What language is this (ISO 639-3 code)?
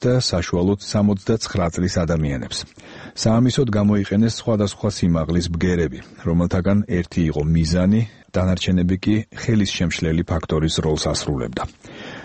kat